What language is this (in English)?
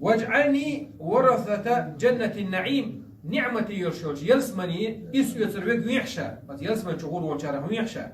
Chechen